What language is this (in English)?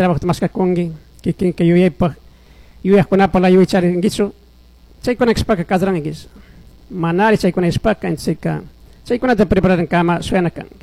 Chimborazo Highland Quichua